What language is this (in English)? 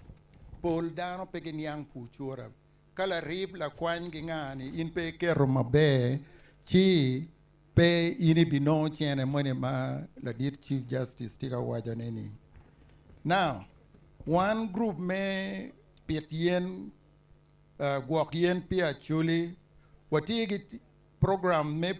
Acoli